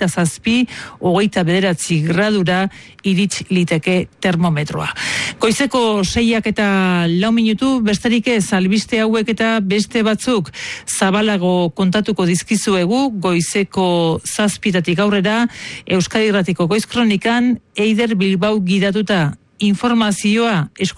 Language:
Basque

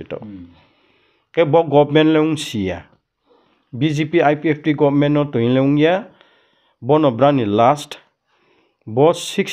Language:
Riang (India)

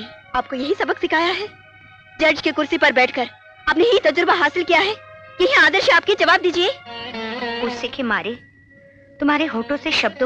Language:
Hindi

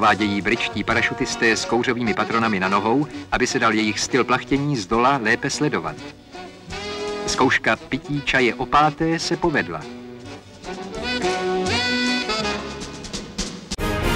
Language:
Czech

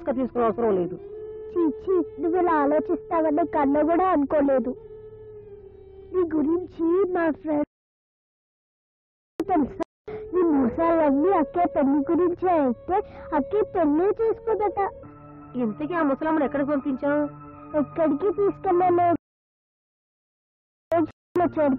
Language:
Telugu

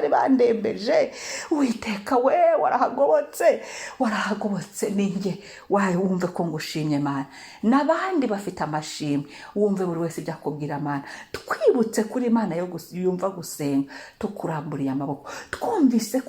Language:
Kinyarwanda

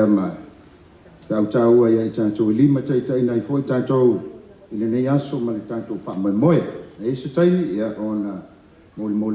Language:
Samoan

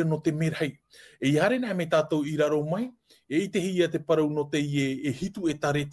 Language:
Tahitian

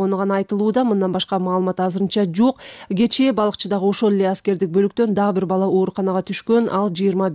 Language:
Kyrgyz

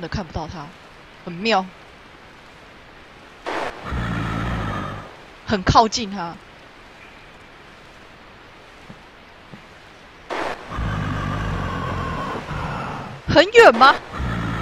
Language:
Chinese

